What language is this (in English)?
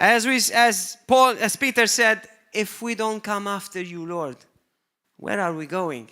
English